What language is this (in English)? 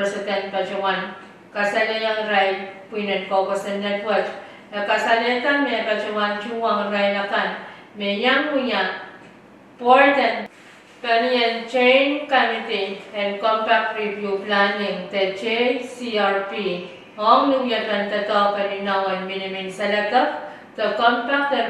Pohnpeian